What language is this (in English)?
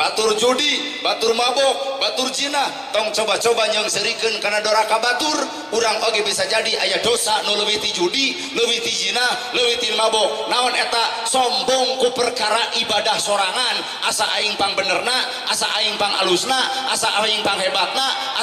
Sundanese